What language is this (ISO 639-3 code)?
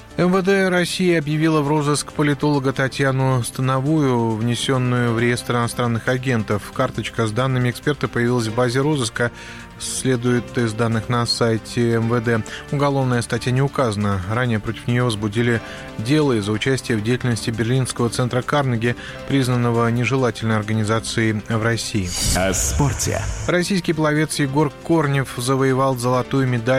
rus